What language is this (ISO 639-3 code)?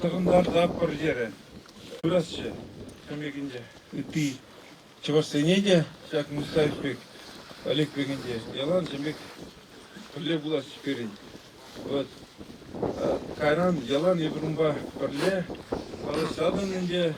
chv